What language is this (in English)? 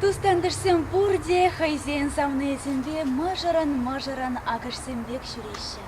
Chuvash